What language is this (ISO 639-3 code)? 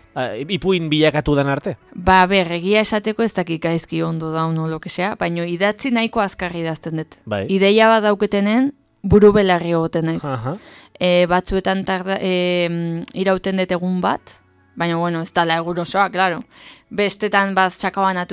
eus